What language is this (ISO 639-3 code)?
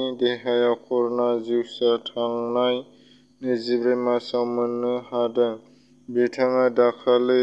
brx